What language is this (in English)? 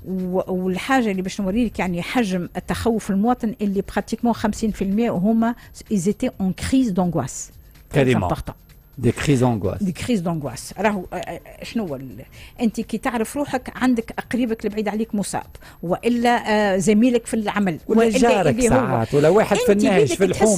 Tunisian Arabic